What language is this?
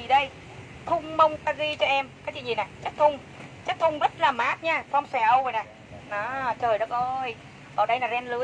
Vietnamese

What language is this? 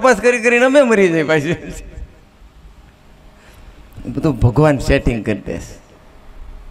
Gujarati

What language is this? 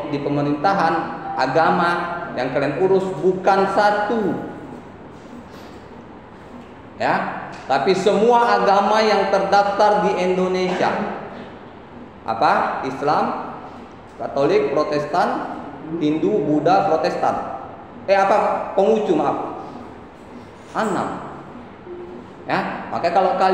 Indonesian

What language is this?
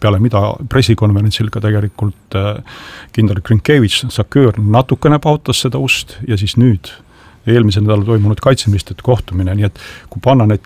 Estonian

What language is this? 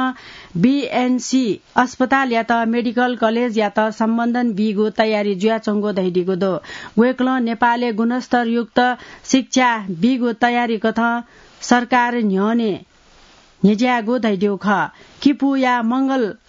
Newari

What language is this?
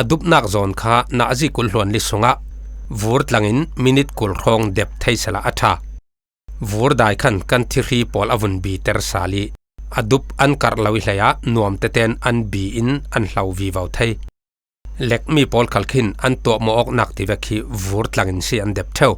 Falam Chin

